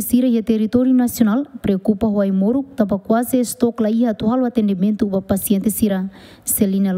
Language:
Tetum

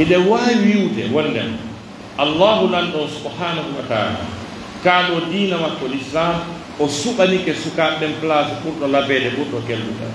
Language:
Pular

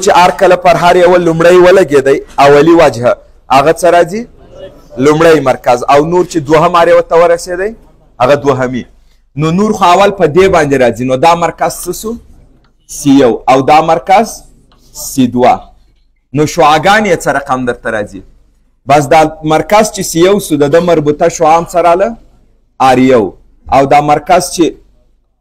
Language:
Pashto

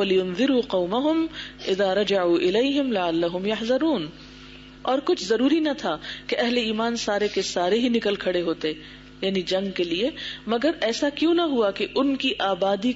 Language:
Urdu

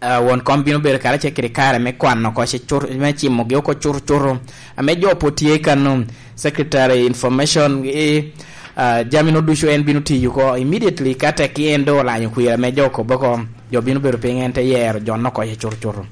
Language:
Lango (Uganda)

